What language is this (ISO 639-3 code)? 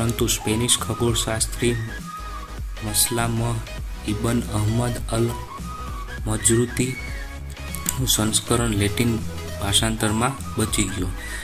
guj